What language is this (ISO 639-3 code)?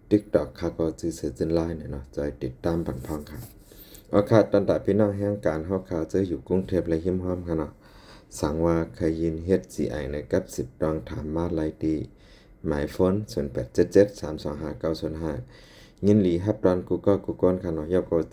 shn